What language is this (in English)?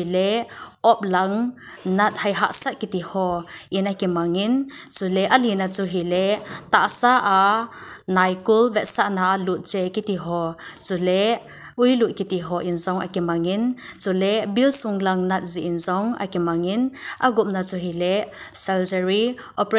Thado Chin